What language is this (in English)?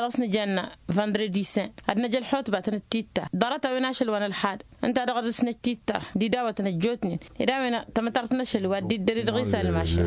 Tamasheq